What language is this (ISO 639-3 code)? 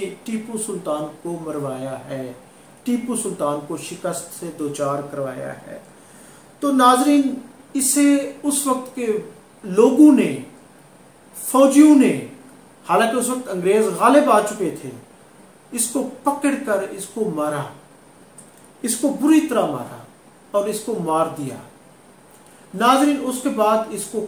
urd